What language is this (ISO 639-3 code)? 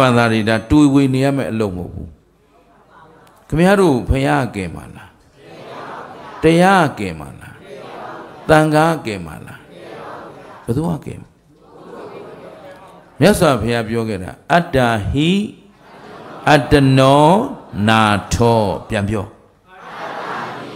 mya